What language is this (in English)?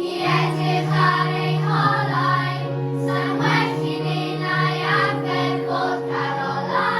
Welsh